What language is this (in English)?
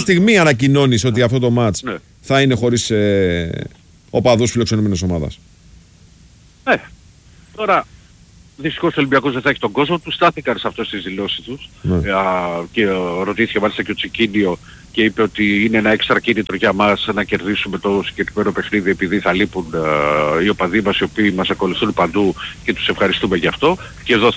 Greek